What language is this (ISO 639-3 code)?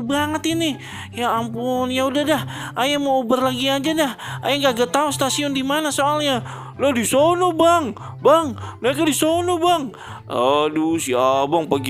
bew